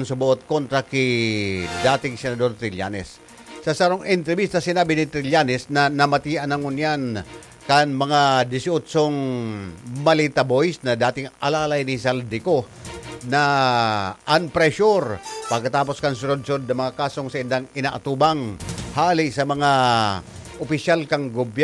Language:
Bikol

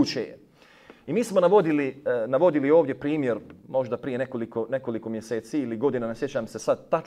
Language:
Bosnian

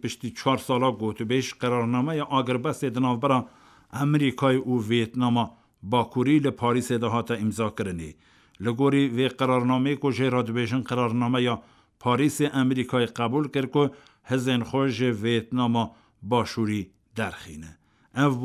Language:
Kurdish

